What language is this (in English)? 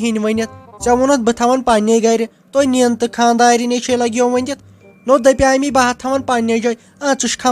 Kashmiri